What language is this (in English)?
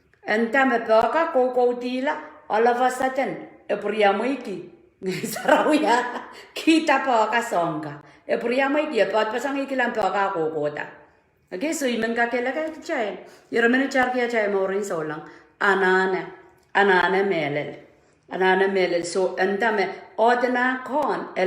Pohnpeian